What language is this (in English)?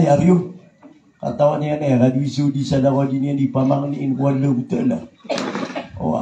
Maranao